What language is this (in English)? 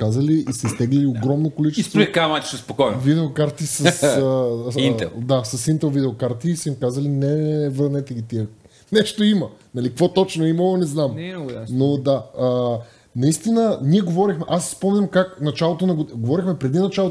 Bulgarian